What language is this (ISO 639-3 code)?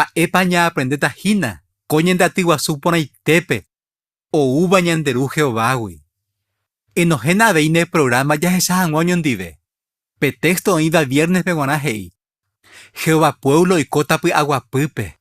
grn